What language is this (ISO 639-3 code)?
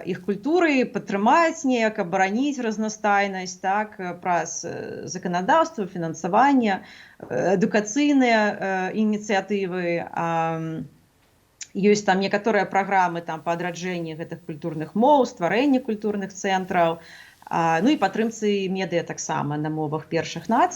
bel